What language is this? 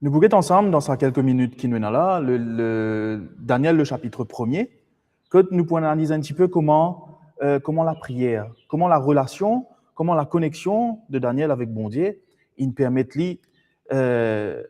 Morisyen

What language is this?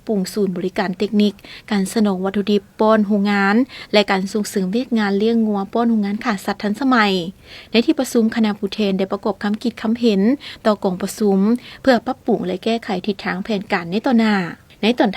Lao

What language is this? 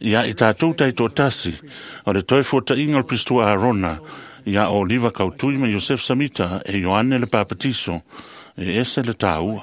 Samoan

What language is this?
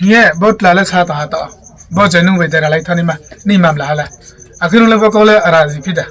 Riang (India)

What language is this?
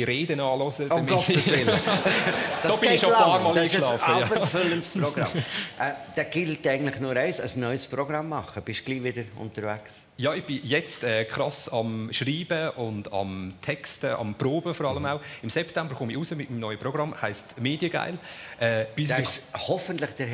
Swiss German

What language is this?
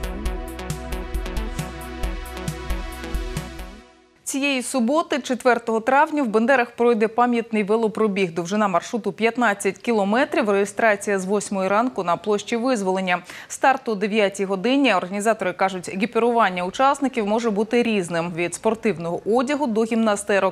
Ukrainian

